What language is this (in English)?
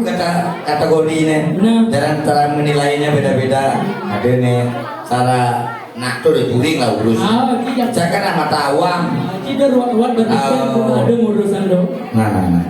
Balinese